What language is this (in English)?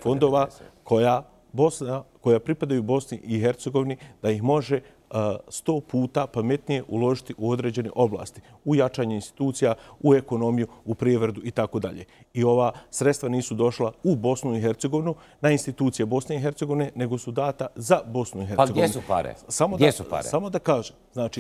Bosnian